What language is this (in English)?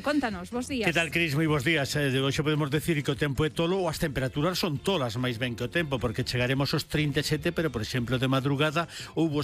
Galician